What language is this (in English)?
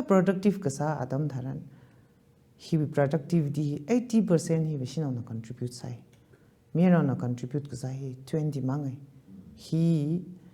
Tangkhul Naga (India)